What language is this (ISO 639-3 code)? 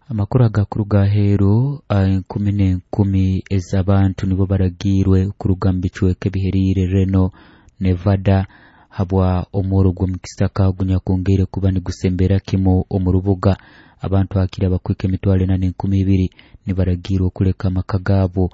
nyo